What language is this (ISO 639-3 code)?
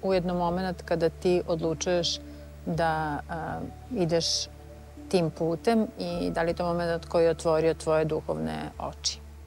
srp